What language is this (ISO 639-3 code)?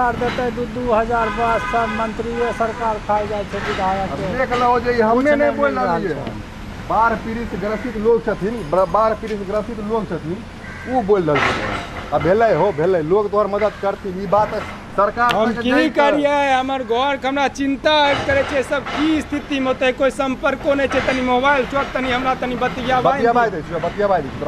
mai